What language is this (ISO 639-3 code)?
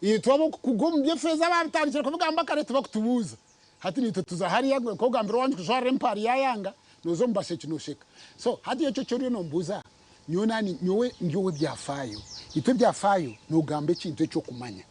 nyn